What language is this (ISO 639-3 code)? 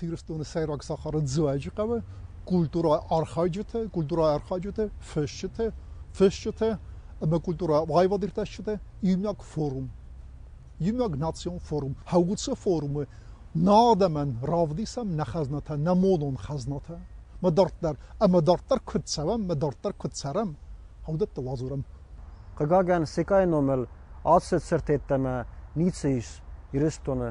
oss